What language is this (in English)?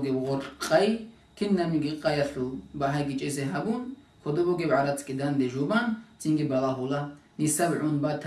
Avaric